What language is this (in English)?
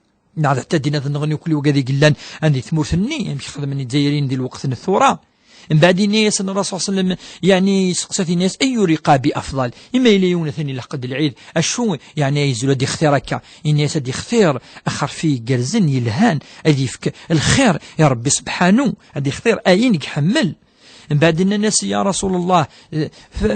Kabyle